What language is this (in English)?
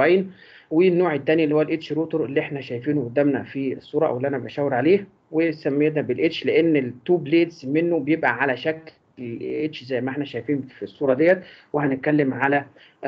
Egyptian Arabic